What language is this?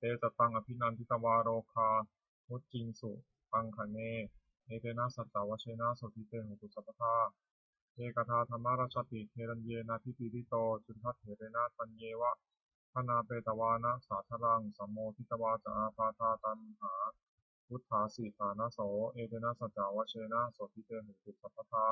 Pali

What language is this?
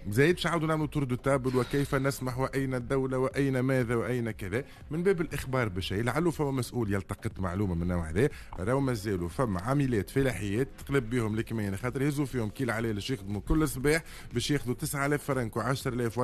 Tunisian Arabic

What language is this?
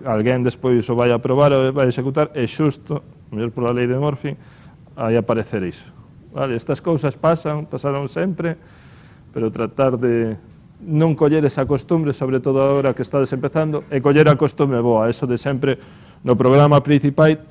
Galician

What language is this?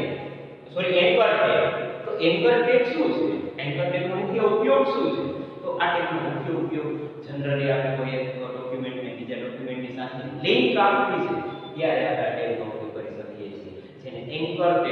Gujarati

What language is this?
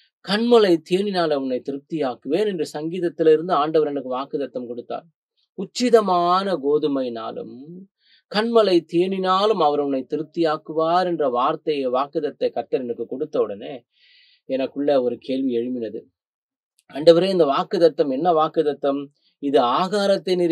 Tamil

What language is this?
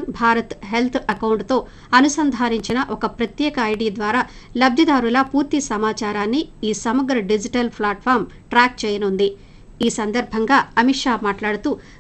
Telugu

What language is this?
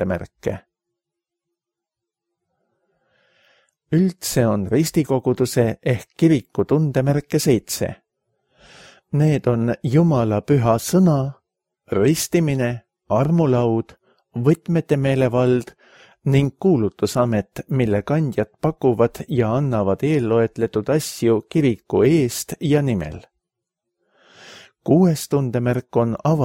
Estonian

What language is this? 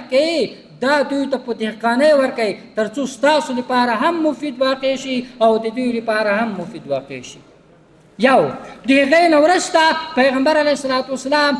Pashto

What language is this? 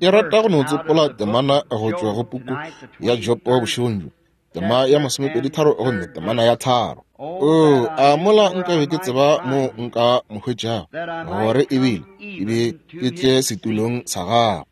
Northern Sotho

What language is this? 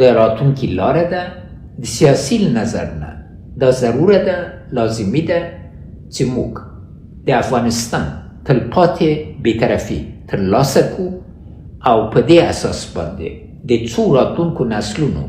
Pashto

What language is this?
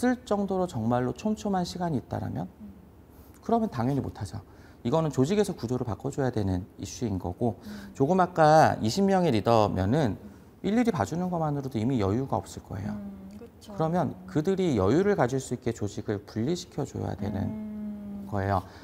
Korean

